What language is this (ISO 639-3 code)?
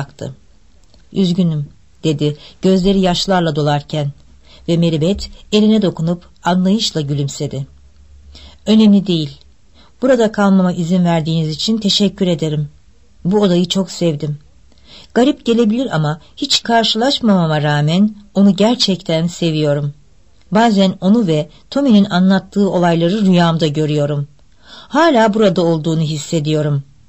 tur